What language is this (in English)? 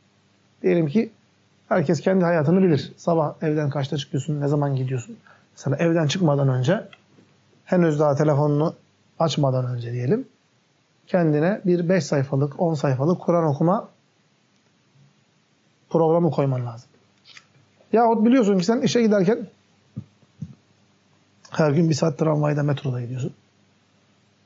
Turkish